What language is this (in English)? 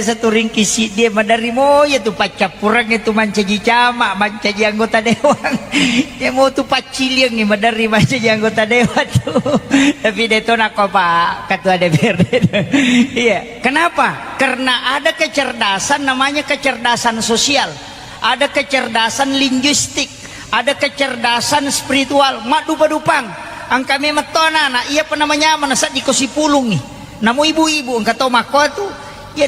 Buginese